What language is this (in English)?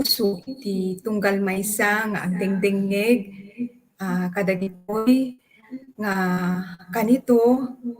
Iloko